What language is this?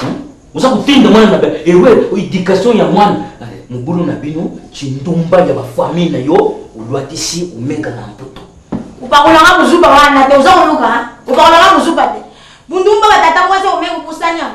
Lingala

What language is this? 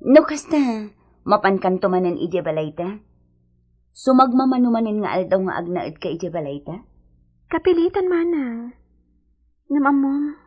Iloko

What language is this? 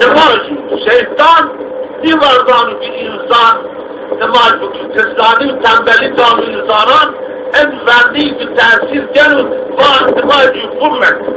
Zaza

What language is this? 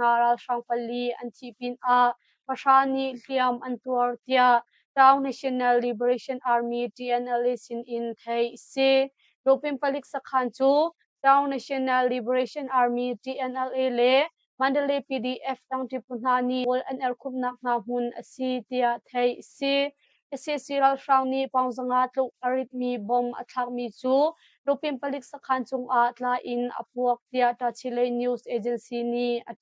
Hakha Chin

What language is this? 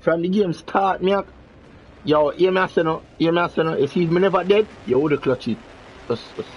Jamaican Creole English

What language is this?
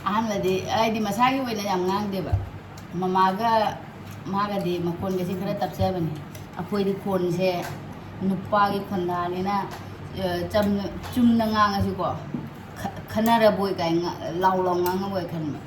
Manipuri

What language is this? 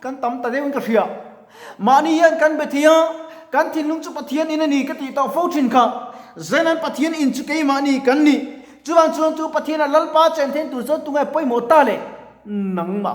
Mizo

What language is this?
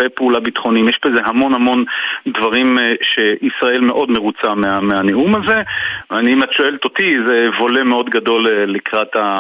Hebrew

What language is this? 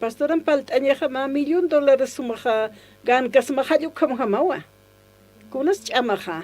Aymara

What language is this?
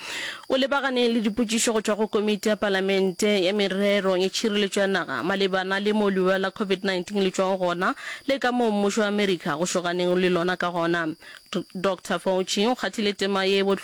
Northern Sotho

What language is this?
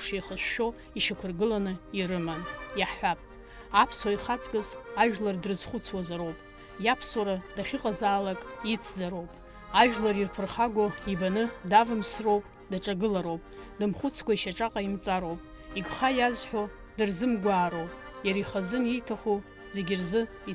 Abkhazian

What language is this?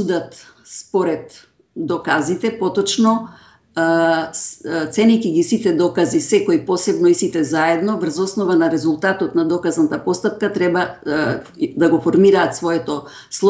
Macedonian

